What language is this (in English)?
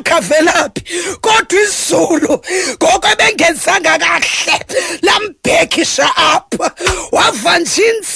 Xhosa